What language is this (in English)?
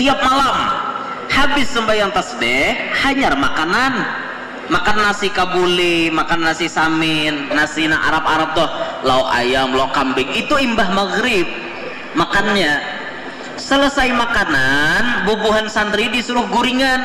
Banjar